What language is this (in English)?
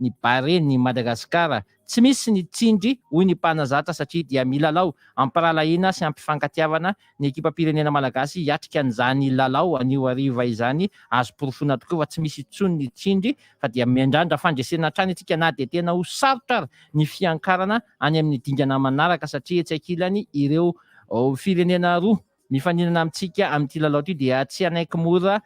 Malagasy